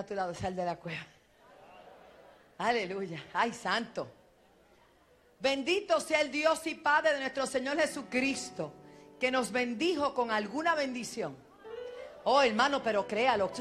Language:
Spanish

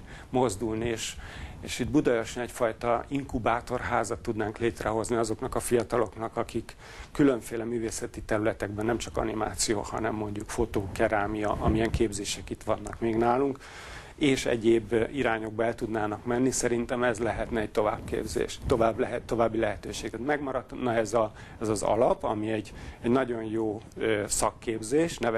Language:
Hungarian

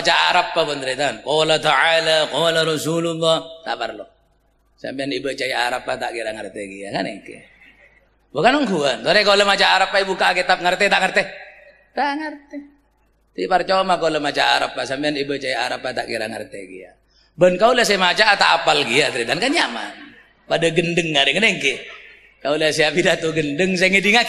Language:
Madurese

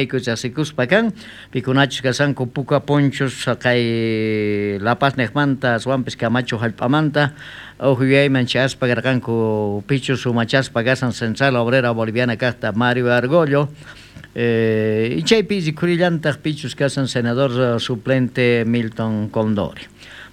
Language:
South Bolivian Quechua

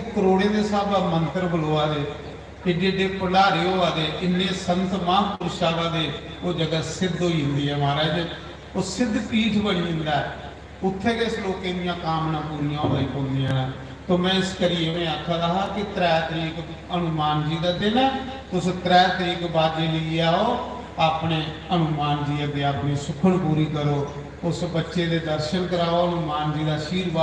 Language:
Dogri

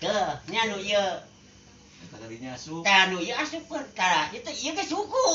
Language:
Sundanese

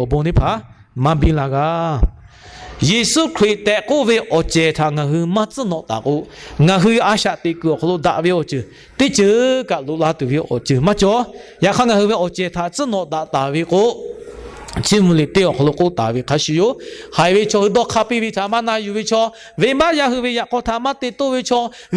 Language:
Lahu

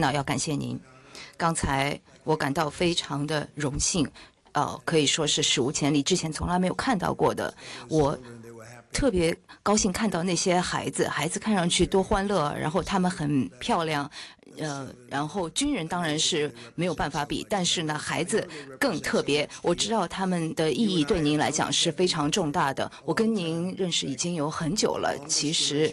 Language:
Chinese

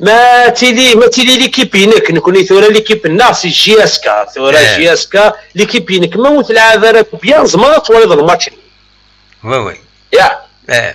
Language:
Kabyle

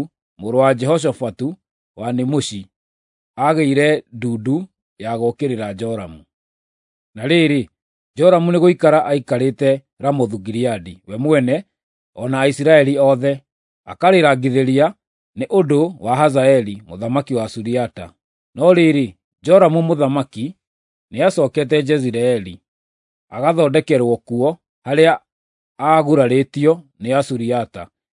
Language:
Kikuyu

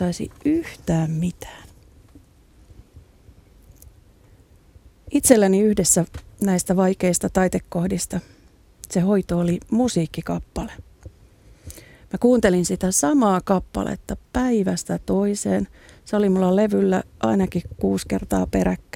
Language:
Finnish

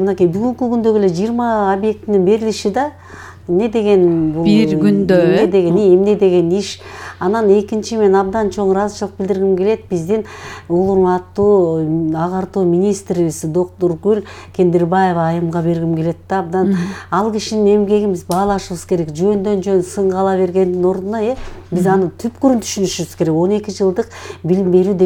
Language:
Kyrgyz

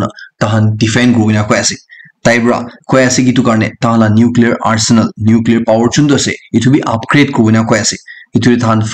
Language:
Naga Pidgin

